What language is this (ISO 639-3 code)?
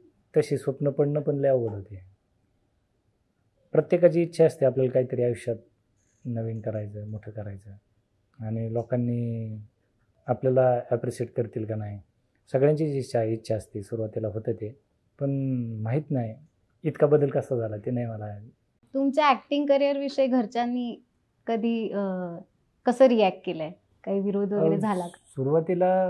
mar